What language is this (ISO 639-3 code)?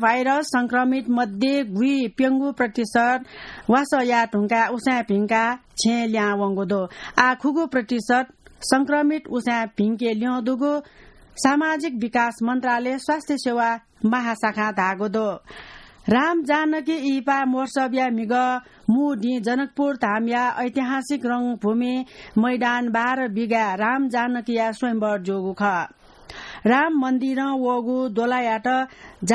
new